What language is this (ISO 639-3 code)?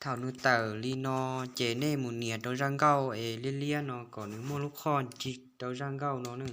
hmn